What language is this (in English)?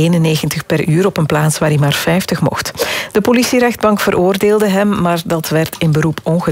Dutch